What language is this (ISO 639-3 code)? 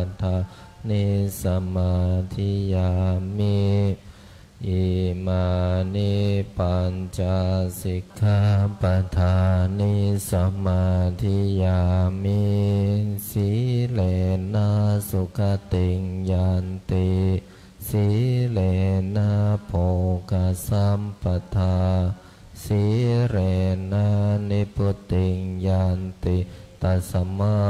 pli